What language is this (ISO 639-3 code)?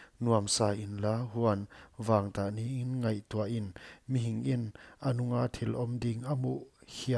pck